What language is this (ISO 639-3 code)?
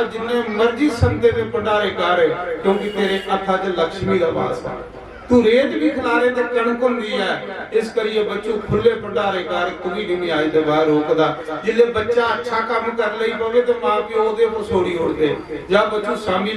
doi